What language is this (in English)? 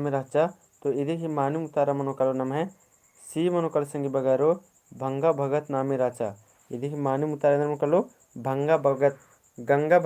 Kurukh